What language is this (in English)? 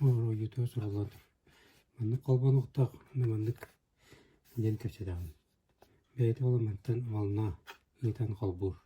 Yakut